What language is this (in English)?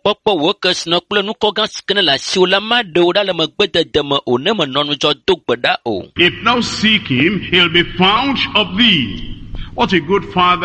Ewe